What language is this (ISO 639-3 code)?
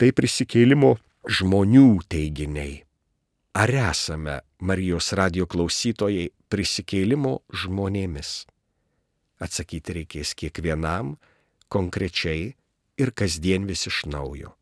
lit